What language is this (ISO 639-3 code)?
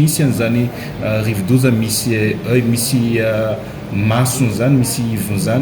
mlg